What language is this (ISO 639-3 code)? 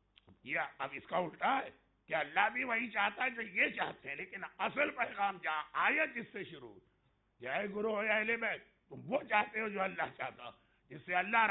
urd